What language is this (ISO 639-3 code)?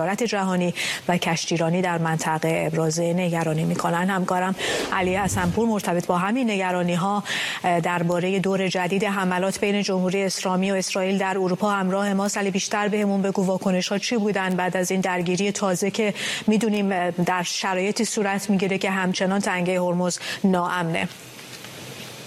fas